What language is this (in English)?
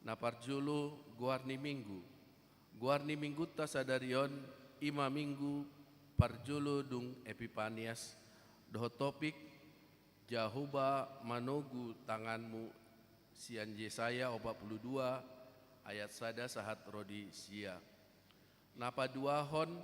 Batak Toba